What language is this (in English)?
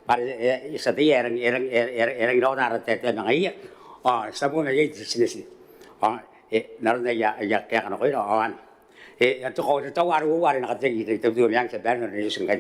Gilbertese